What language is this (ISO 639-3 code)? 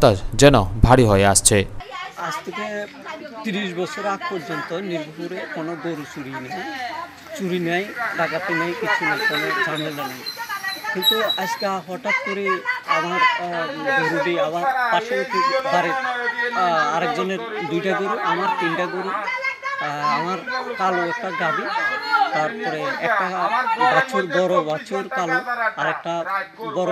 ben